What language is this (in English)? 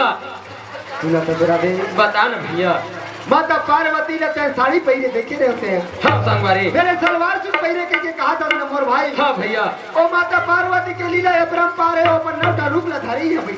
Chhattisgarhi